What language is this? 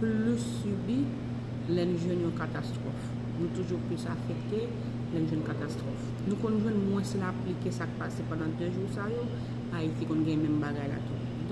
Haitian Creole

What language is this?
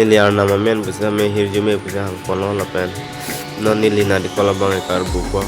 Karbi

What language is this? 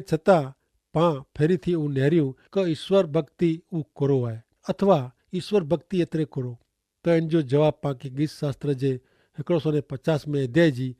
Kachhi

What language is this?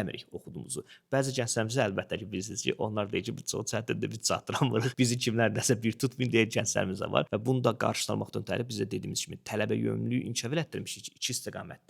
Azerbaijani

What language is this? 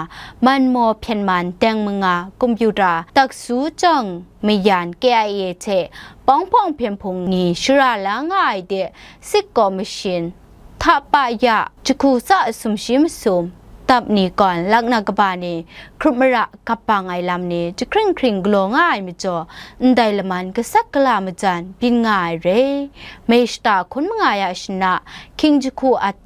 Kachin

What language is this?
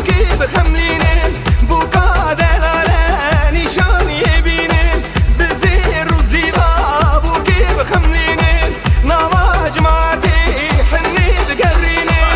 Kurdish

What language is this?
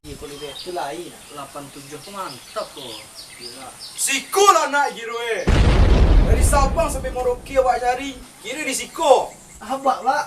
Minangkabau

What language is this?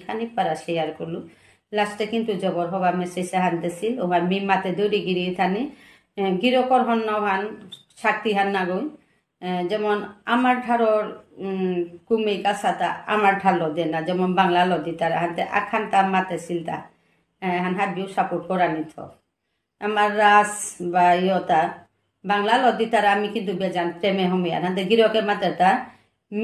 Bishnupriya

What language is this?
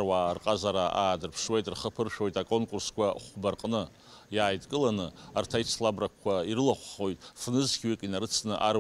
Abkhazian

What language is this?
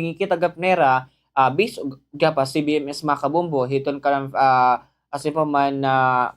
Waray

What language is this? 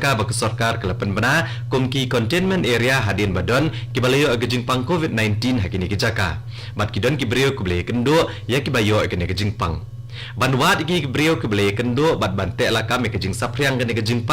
Khasi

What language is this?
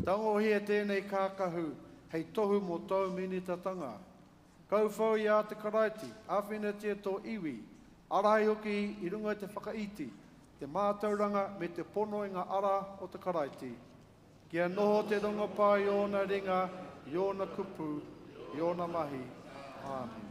Māori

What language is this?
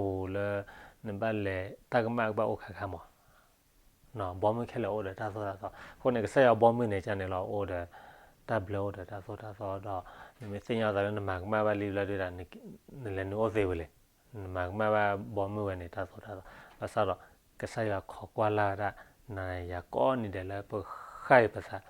S'gaw Karen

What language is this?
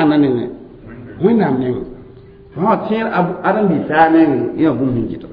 Mossi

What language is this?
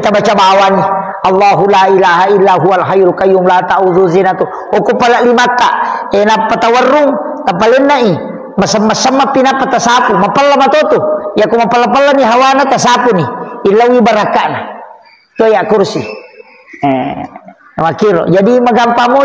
Buginese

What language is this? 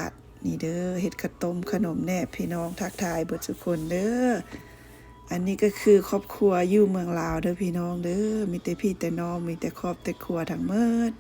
Lao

